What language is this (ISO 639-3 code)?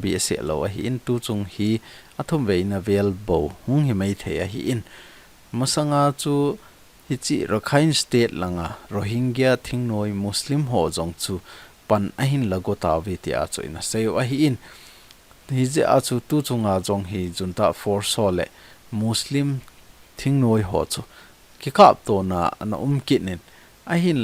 tcz